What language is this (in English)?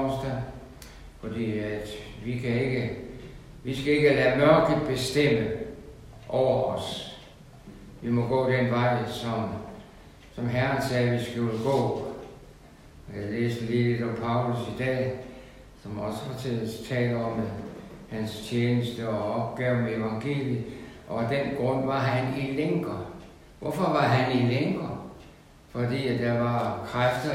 Danish